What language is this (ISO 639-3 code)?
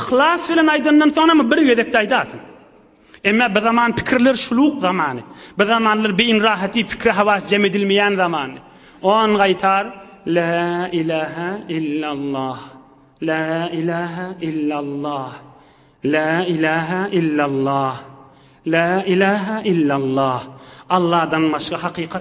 tuk